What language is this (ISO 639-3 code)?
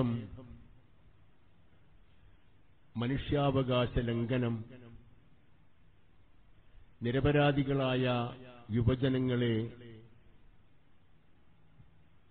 mal